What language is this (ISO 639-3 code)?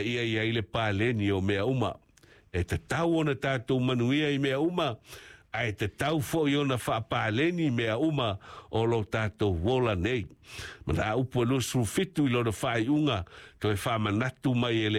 smo